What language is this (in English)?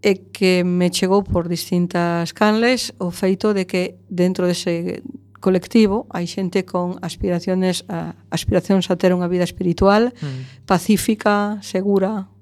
Galician